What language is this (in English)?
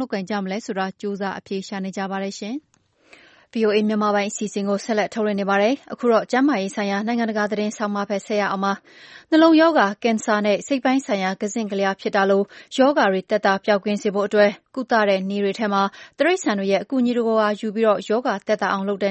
Burmese